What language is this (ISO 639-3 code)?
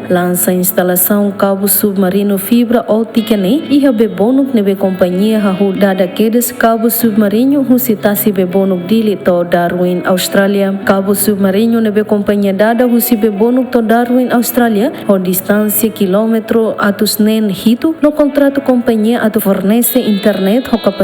tet